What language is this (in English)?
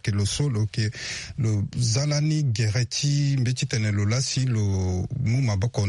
Sango